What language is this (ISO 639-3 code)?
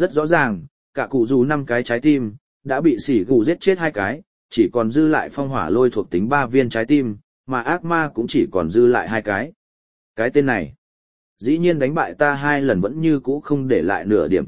vie